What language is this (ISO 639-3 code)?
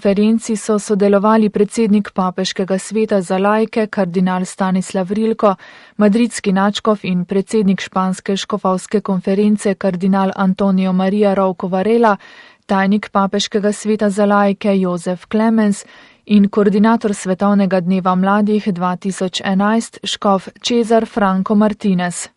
slv